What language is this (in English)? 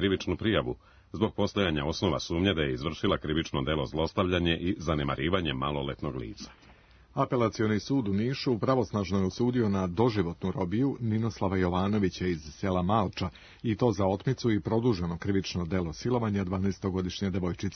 Serbian